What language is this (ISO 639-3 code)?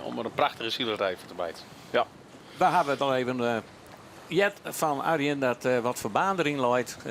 fry